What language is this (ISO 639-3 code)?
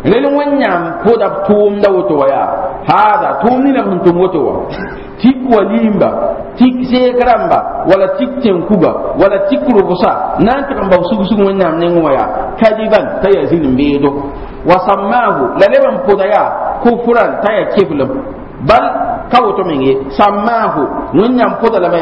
mos